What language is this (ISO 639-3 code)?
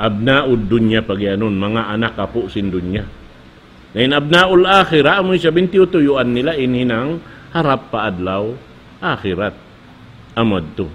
tsg